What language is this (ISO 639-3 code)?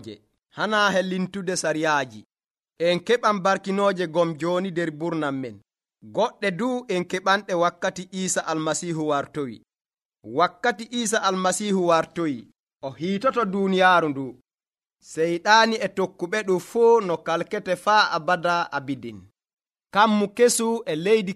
fuv